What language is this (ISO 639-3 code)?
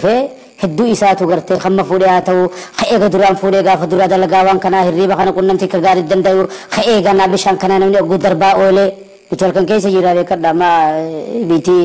orm